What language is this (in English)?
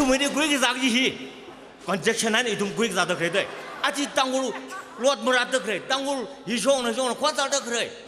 Tangkhul Naga (India)